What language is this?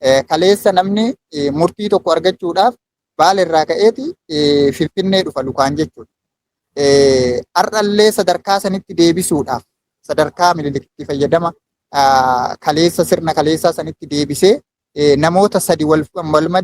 Oromo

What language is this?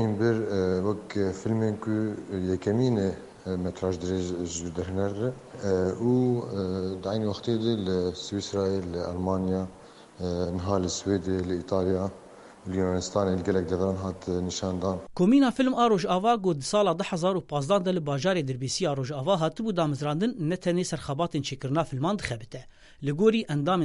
Kurdish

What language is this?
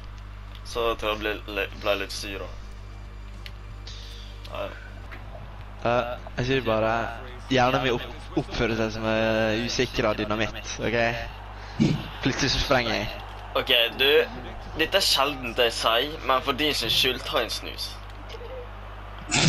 Norwegian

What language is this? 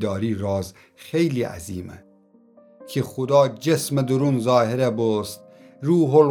Gilaki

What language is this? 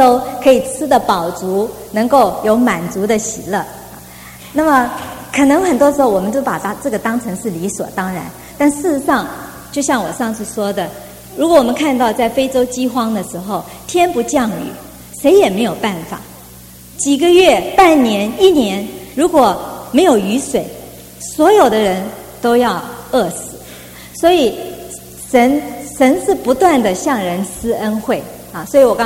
Chinese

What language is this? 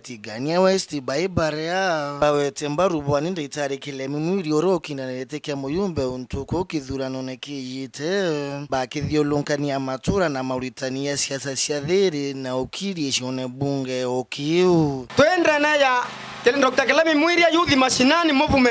Meru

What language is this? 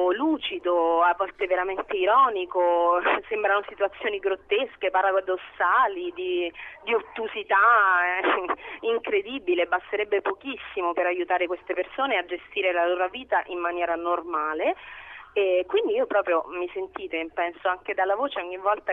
Italian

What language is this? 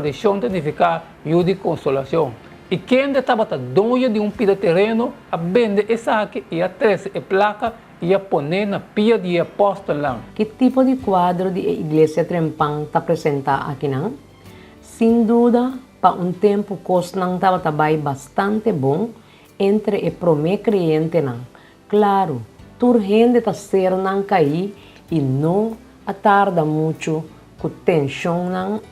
Papiamento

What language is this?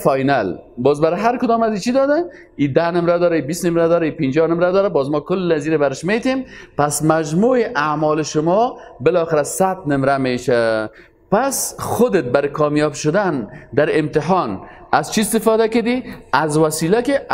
Persian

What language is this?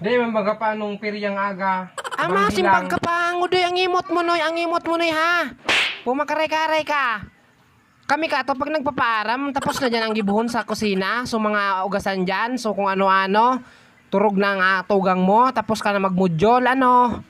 Bikol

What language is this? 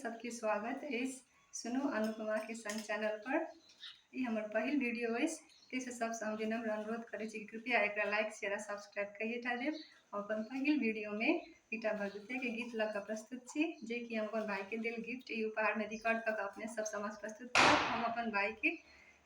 Maithili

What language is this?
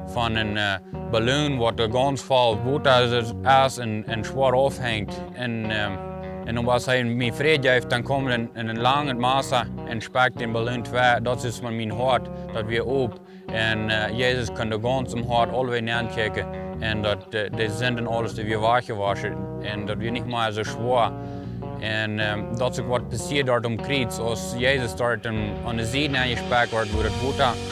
Plautdietsch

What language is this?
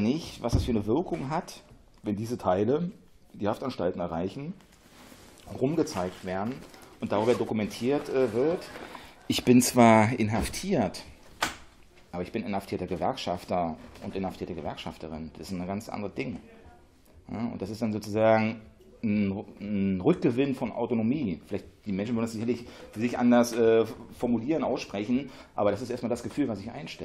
German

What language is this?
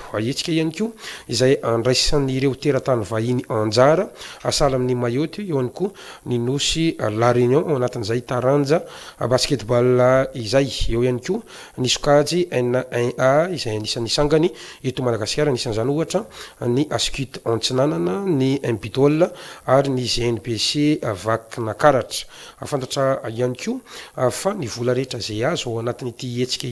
Malagasy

